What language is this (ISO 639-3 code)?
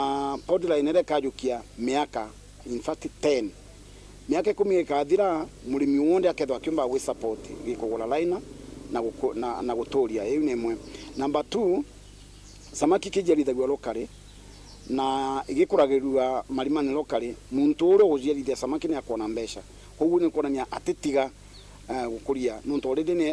mer